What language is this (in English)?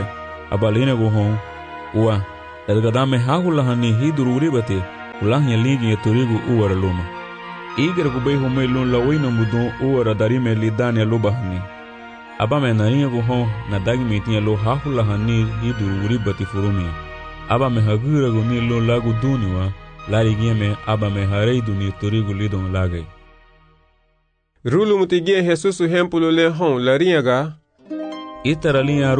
Garifuna